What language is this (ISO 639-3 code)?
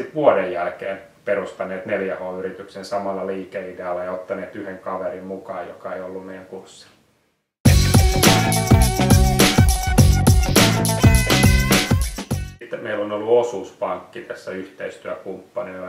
fin